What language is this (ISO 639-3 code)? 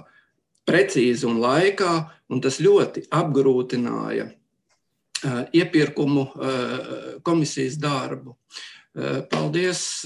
lav